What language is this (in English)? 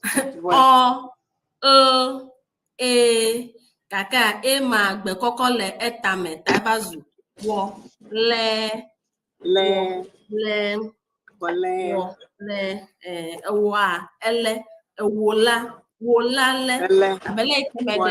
Ewe